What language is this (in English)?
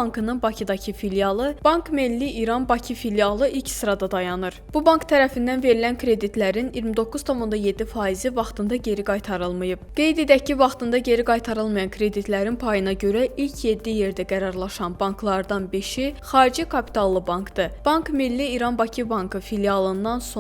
Azerbaijani